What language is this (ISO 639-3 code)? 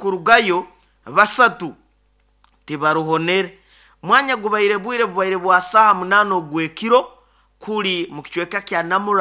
nyo